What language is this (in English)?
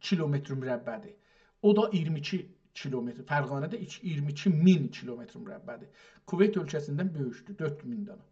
South Azerbaijani